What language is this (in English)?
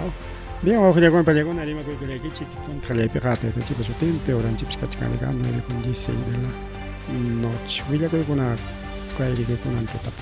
Ayacucho Quechua